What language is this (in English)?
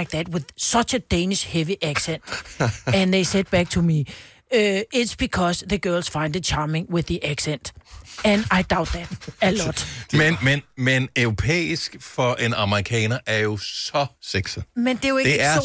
Danish